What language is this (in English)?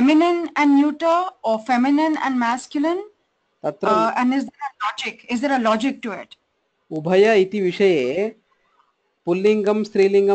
Sanskrit